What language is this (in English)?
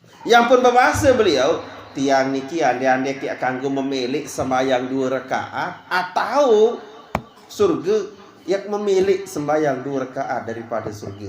Sasak